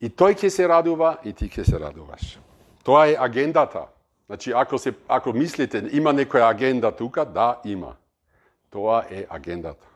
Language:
Macedonian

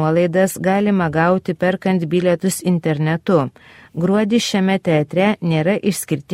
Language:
Lithuanian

